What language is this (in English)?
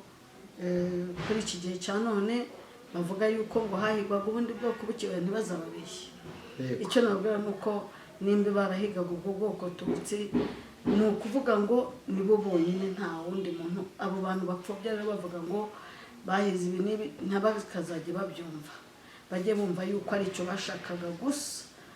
Kinyarwanda